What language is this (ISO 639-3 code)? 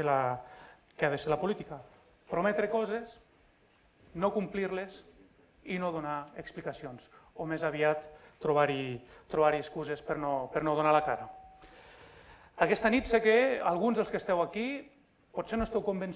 cat